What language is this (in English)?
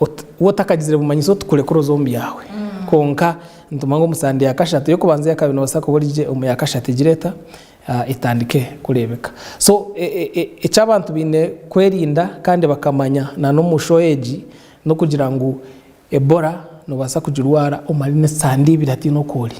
Nyankole